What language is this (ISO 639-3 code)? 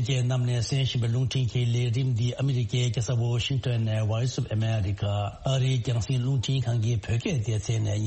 bod